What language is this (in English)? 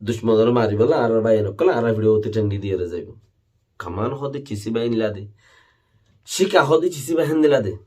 Rohingya